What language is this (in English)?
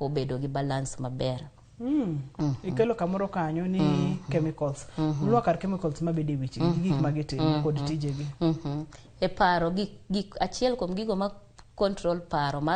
Luo (Kenya and Tanzania)